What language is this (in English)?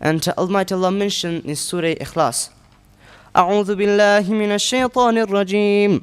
Persian